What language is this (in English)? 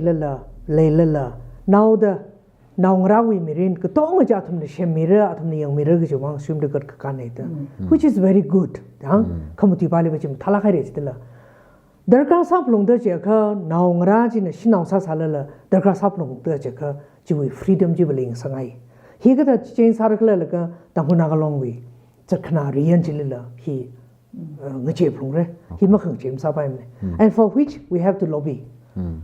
Tangkhul Naga (India)